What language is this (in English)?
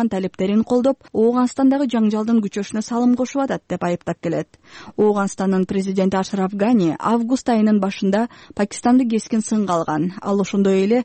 Kyrgyz